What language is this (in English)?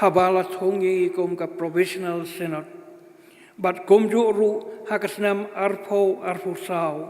Khasi